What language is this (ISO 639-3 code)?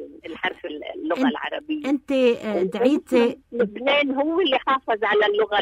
apc